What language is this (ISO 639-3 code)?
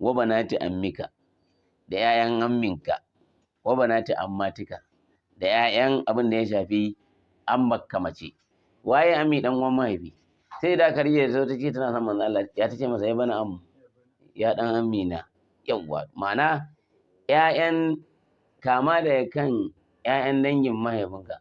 hau